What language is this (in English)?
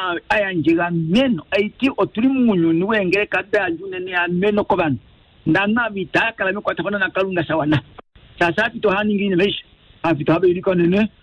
Kuanyama